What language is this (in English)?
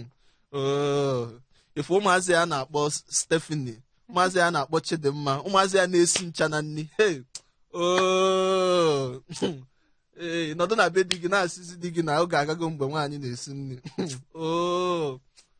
Igbo